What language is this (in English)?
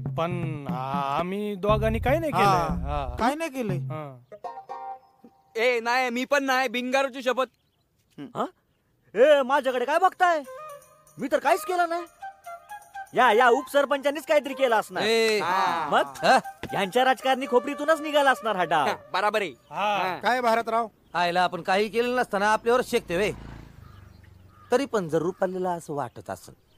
Marathi